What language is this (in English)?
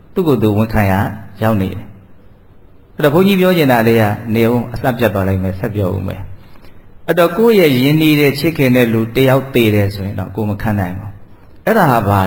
Burmese